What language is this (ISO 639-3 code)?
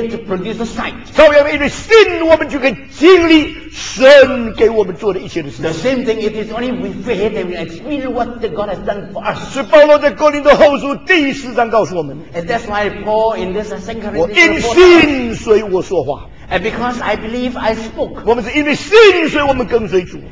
zho